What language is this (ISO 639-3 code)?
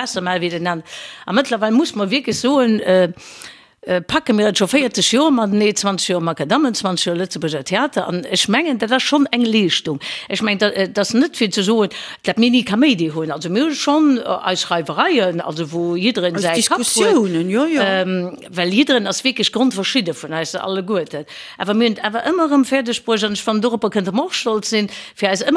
ltz